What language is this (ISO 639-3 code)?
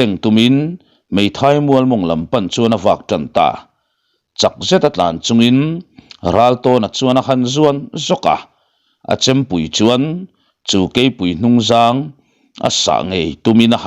lus